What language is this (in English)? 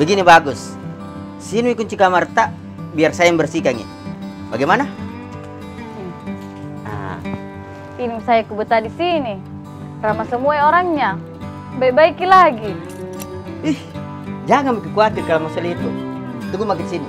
Makassar Malay